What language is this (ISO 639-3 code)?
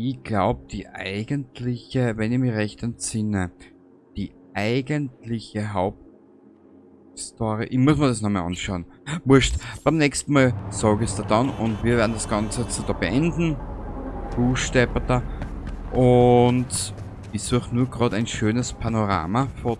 bar